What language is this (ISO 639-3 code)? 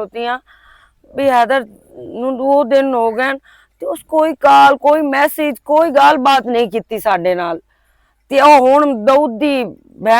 lah